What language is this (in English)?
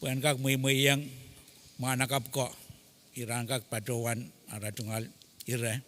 Pohnpeian